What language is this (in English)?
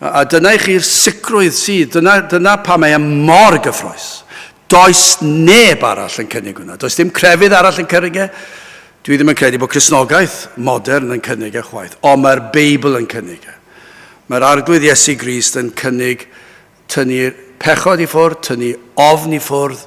Welsh